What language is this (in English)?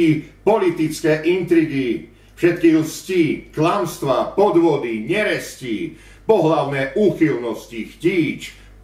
Slovak